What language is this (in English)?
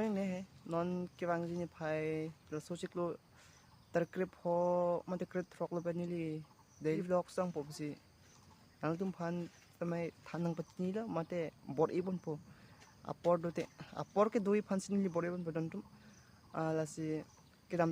Karbi